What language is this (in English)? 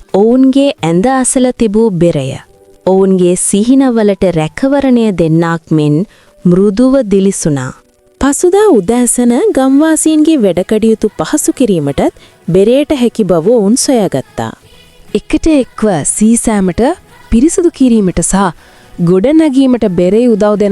Sinhala